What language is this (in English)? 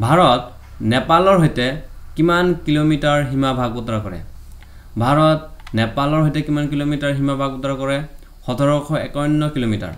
Assamese